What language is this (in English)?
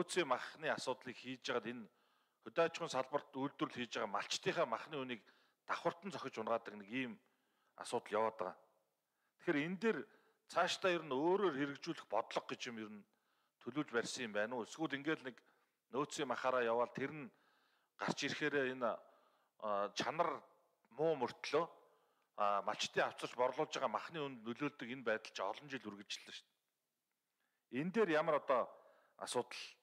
Mongolian